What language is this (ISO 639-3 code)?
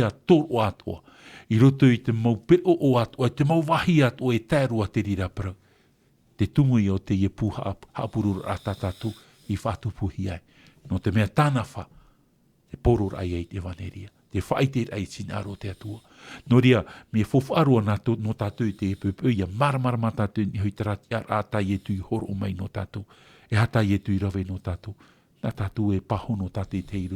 tah